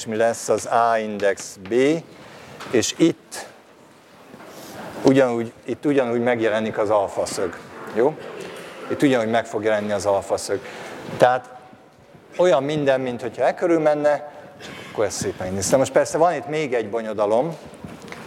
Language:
Hungarian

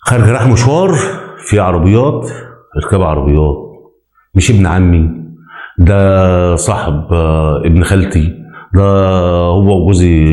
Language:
Egyptian Arabic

